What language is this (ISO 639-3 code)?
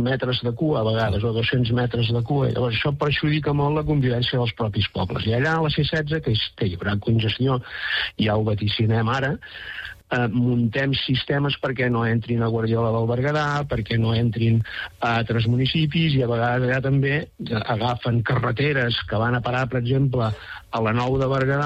cat